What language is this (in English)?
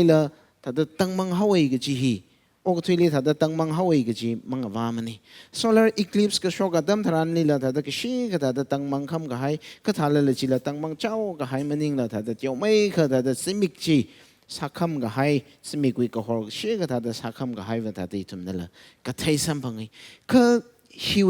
Tangkhul Naga (India)